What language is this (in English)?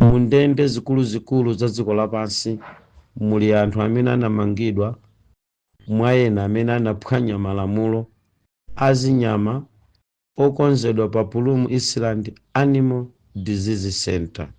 Nyanja